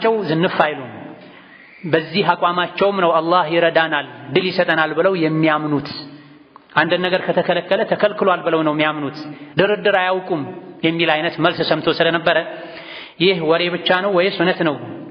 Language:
Amharic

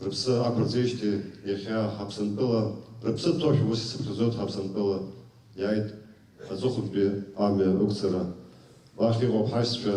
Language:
Abkhazian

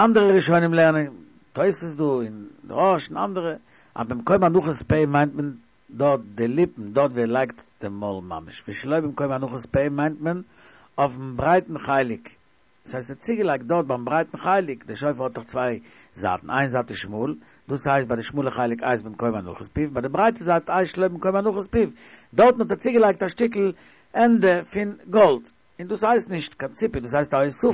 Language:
Yiddish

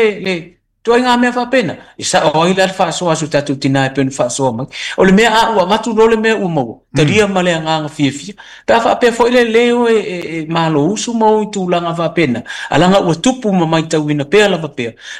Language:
Samoan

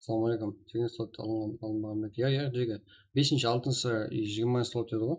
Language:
Kara-Kalpak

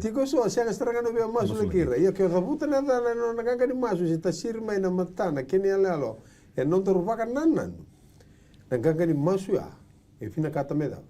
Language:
Fijian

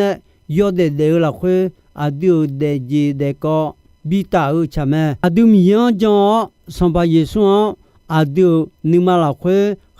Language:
Akha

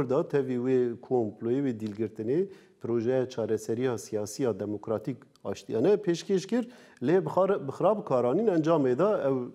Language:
Kurdish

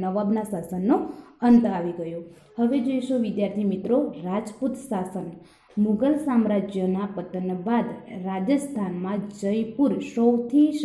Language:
Gujarati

